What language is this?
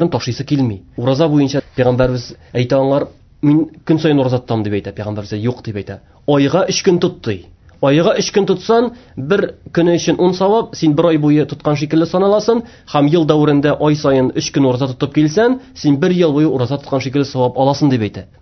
Tatar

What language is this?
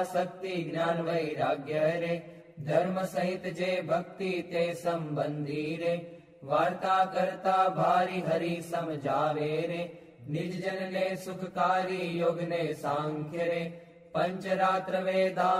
Gujarati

